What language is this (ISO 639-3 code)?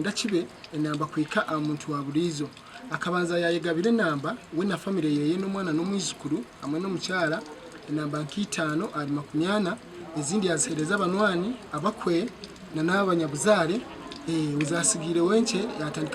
nyn